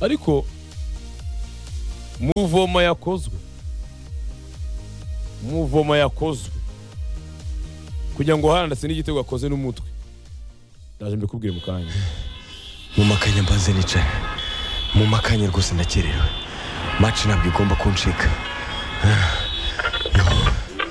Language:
Kinyarwanda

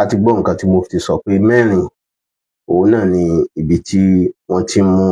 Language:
Yoruba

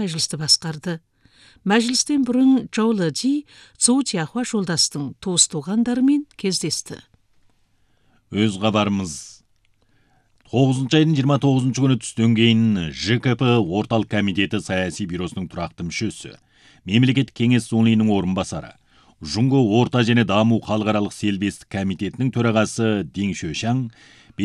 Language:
Kazakh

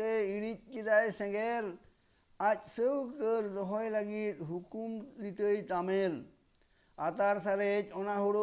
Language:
Santali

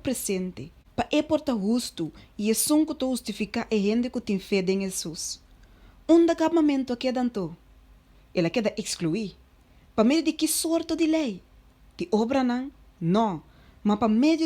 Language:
Papiamento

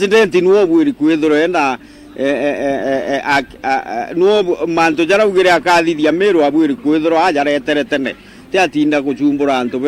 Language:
Meru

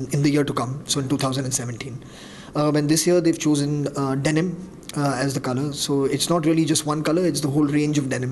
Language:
English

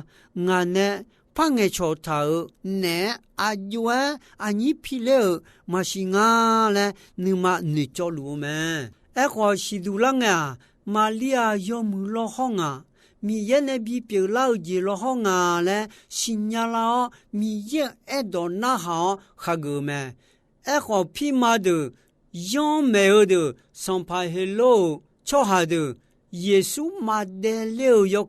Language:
Akha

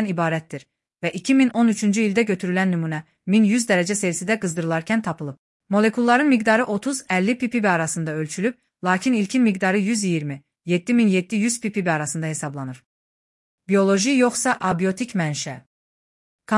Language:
Azerbaijani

